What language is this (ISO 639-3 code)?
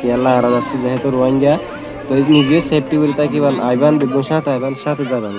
rhg